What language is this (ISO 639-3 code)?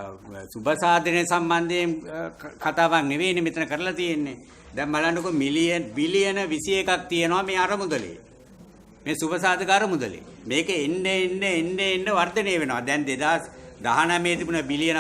sin